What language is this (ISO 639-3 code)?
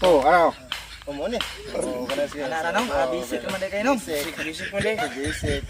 ceb